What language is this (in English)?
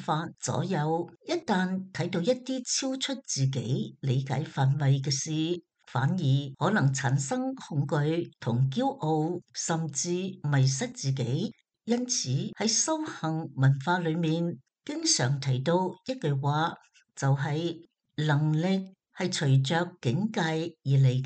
Cantonese